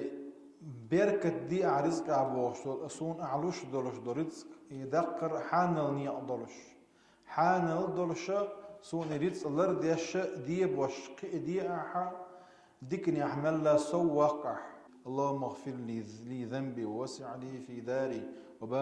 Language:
Chechen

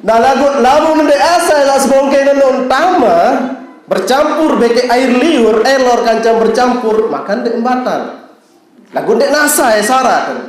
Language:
Sasak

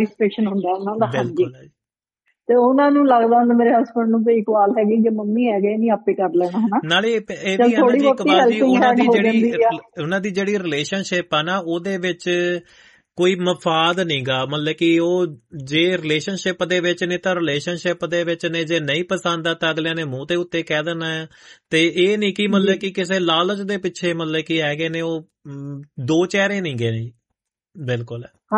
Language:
Punjabi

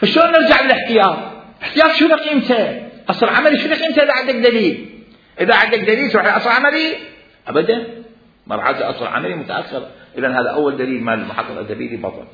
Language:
Mesopotamian Arabic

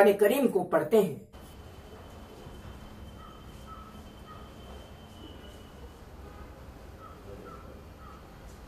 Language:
Urdu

